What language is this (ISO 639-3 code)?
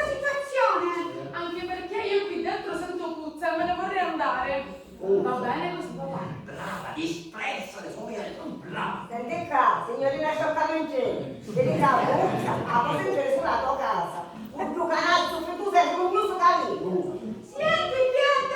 scn